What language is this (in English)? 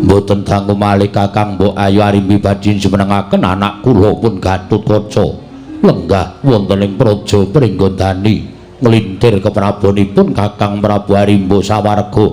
Javanese